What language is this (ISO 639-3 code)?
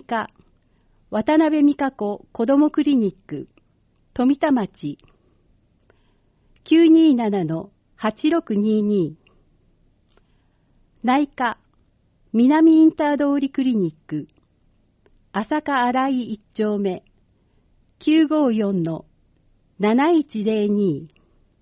jpn